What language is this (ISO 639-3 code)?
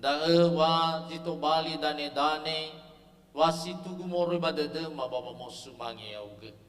nia